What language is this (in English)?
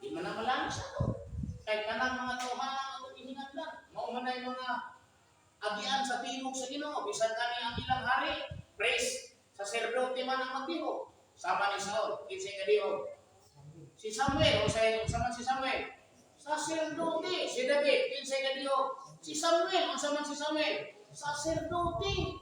Cebuano